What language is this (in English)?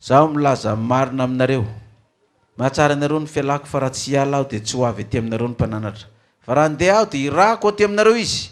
Malagasy